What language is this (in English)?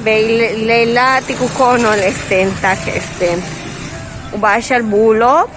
Yucateco